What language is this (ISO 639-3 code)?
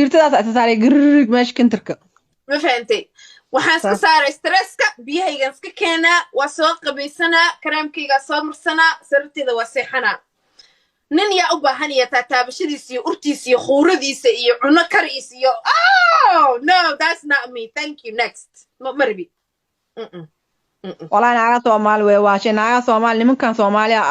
som